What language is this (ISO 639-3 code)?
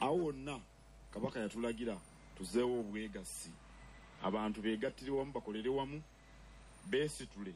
lug